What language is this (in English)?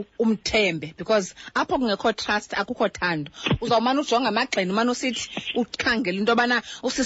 Xhosa